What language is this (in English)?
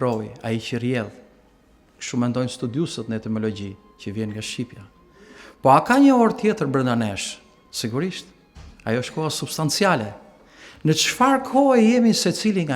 Albanian